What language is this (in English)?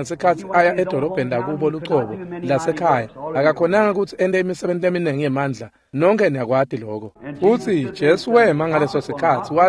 Swati